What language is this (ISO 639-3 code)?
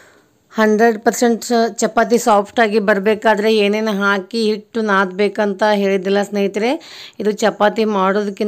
kan